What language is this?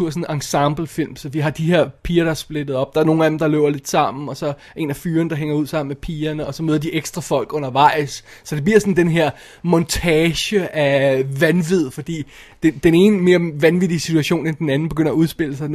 Danish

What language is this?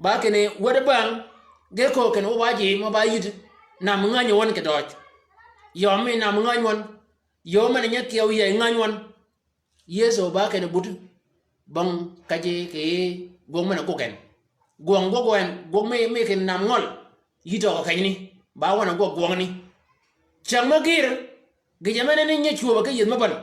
Shilluk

